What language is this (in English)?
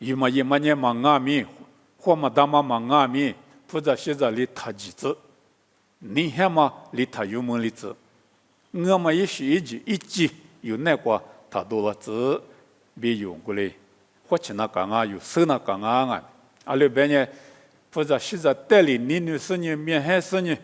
Lisu